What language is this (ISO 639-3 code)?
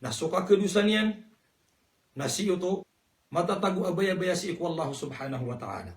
mrw